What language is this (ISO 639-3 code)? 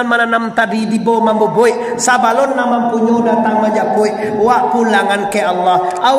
min